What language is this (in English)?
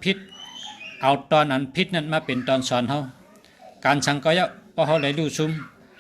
Shan